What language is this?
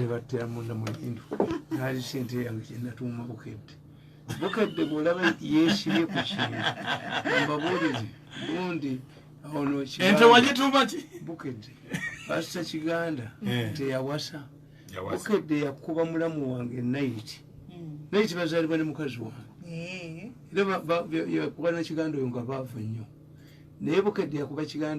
Ganda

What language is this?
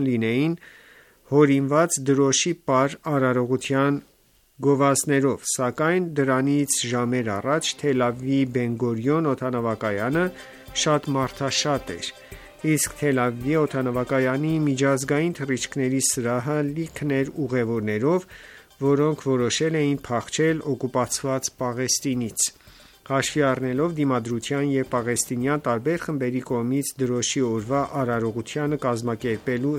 Armenian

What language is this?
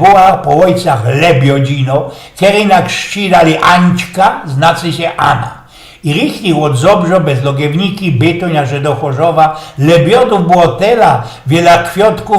Silesian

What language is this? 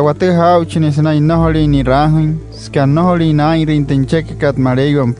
Wayuu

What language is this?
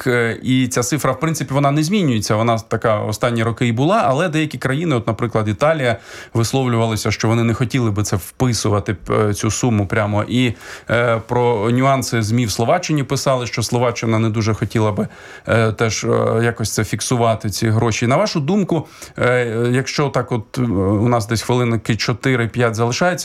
Ukrainian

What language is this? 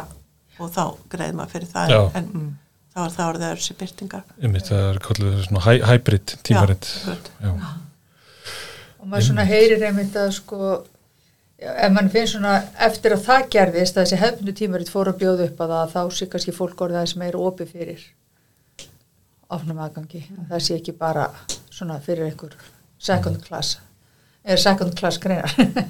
Icelandic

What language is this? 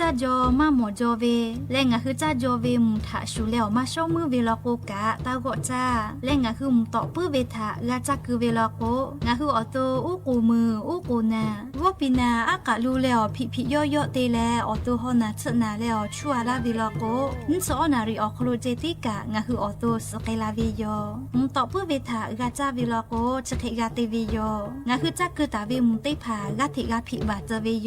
Lahu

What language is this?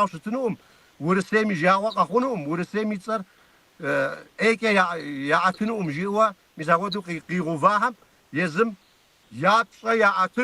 Kabardian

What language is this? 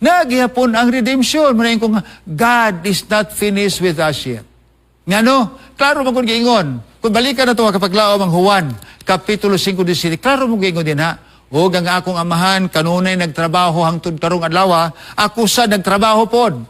Cebuano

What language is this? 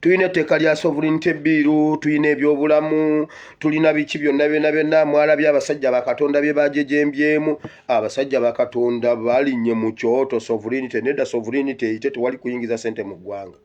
Ganda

